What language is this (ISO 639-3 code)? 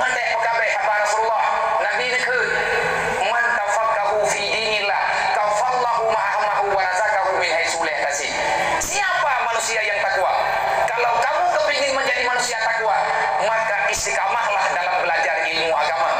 ace